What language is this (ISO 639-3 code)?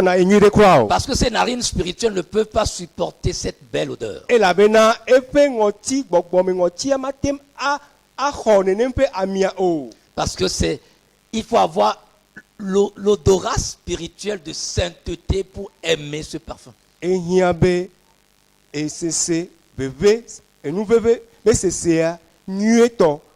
ewe